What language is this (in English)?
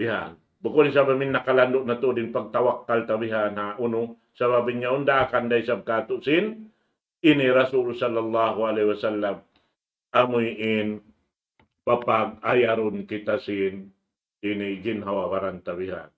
Tausug